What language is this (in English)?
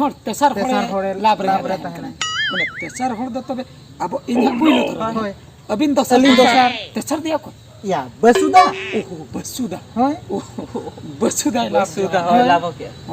Santali